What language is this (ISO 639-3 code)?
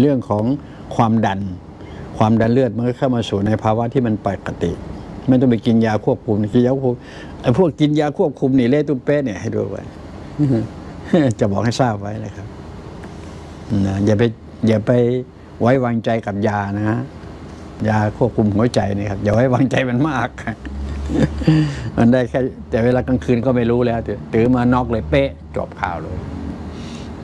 tha